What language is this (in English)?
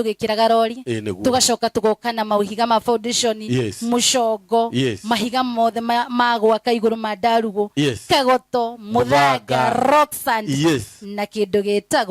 Kikuyu